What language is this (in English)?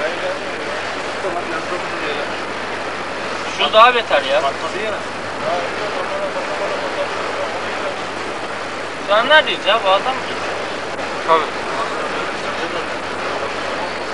Turkish